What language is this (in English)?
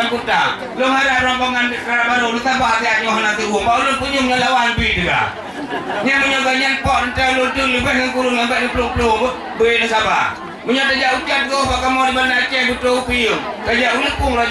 Achinese